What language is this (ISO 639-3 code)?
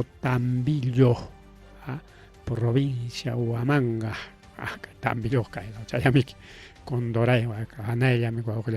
quy